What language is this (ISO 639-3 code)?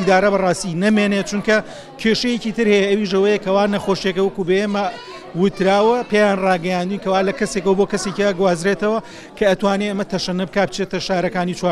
ckb